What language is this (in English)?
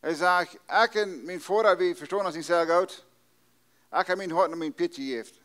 Plautdietsch